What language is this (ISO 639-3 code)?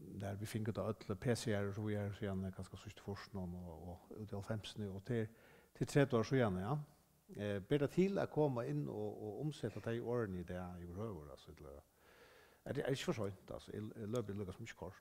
fao